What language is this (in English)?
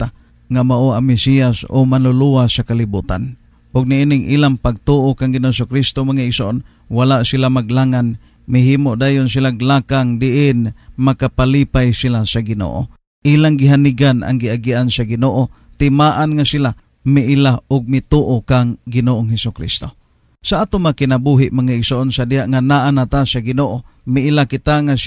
Cebuano